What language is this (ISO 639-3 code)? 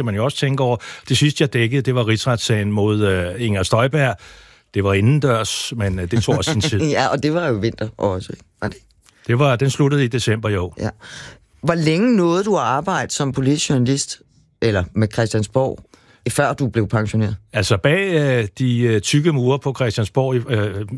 dan